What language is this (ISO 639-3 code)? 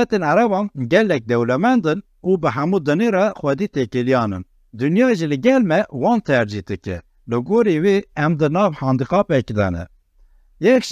kur